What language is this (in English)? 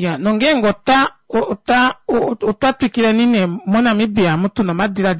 Kuanyama